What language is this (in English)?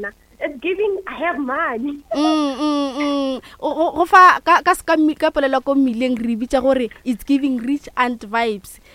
Northern Sotho